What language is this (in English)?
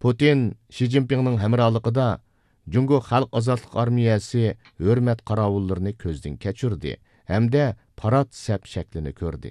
Uyghur